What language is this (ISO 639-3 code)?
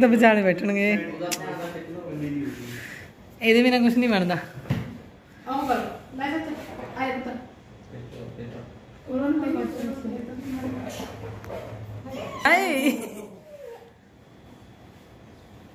pan